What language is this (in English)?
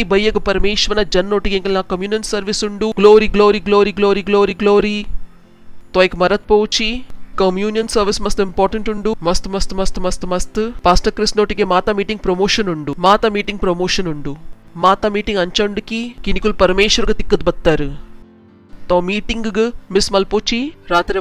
Tulu